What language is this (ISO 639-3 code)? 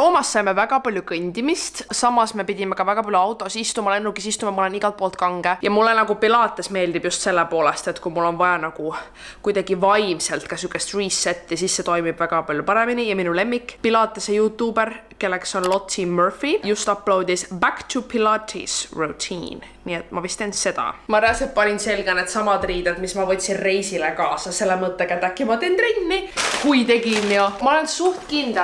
est